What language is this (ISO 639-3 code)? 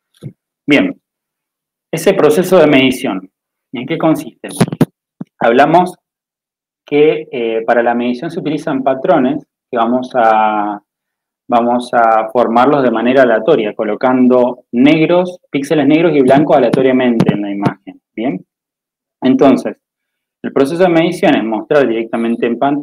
spa